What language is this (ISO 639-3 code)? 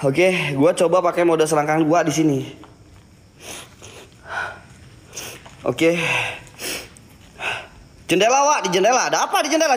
ind